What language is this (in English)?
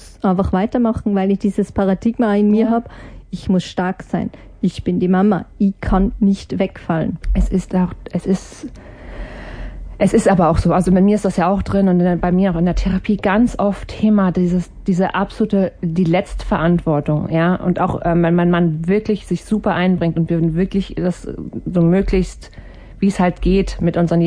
German